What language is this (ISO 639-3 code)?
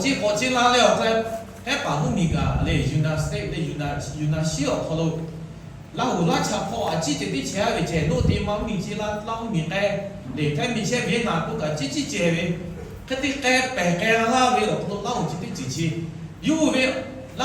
lhu